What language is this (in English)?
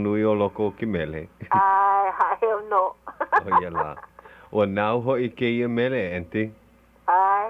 Hawaiian